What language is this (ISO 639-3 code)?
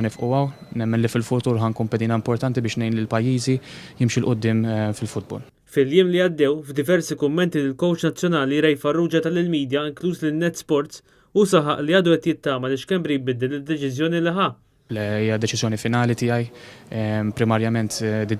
mlt